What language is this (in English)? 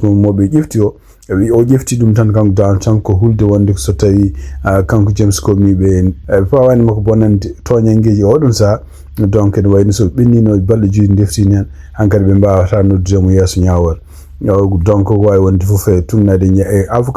Fula